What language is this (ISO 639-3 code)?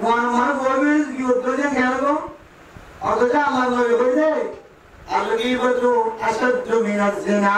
rhg